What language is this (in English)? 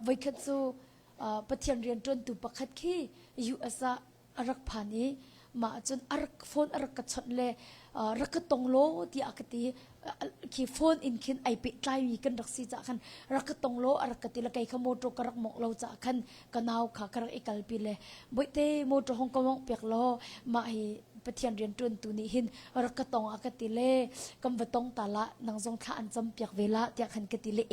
Hakha Chin